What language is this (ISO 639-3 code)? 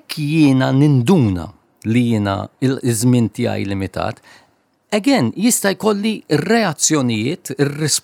mlt